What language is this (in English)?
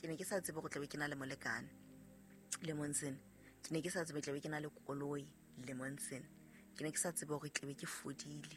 Southern Sotho